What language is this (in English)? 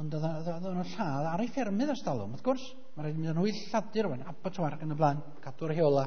Welsh